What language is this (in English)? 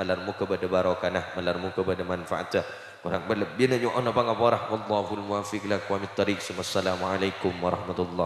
Madurese